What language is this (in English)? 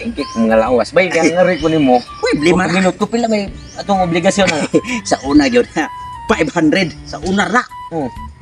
Cebuano